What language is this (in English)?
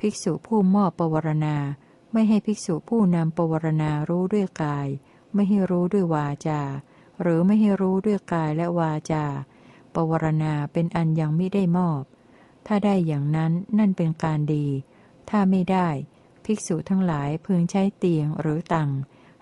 Thai